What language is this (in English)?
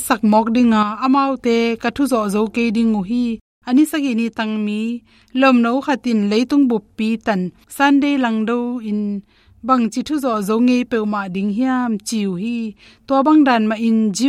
Tedim Chin